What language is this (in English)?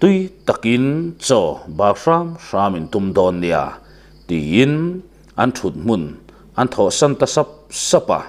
Mizo